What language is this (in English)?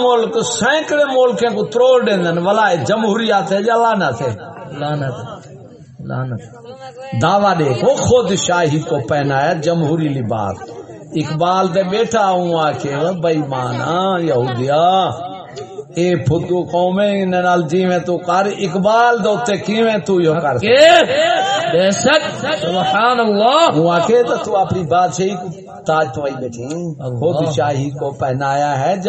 Saraiki